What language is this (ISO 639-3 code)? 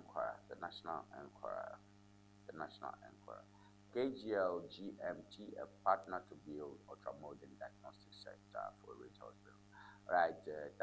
ewe